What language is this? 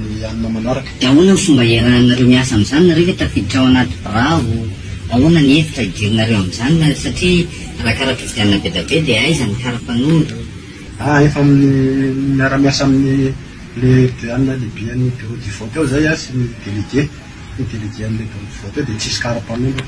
Malagasy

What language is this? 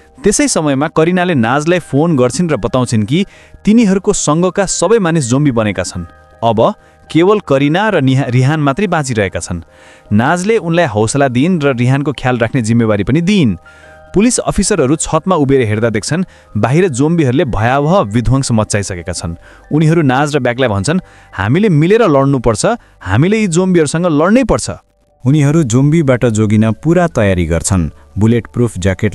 Nepali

